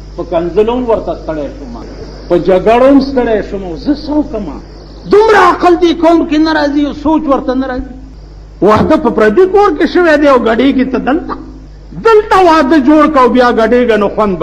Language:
Pashto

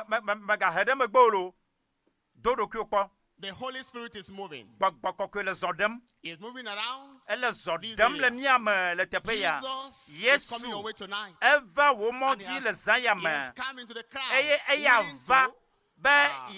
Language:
Ewe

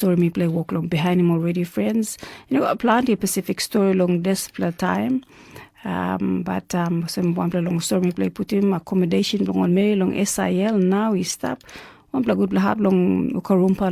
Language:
Tok Pisin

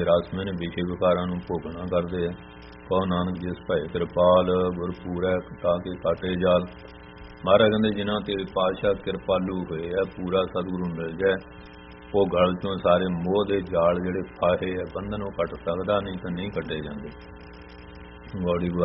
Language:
Punjabi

